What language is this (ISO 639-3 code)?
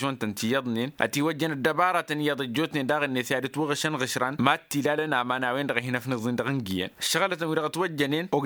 taq